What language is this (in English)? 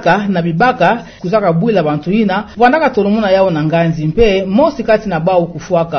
Kituba (Democratic Republic of Congo)